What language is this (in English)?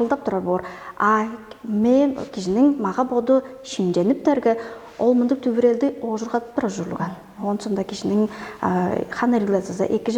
Tuvinian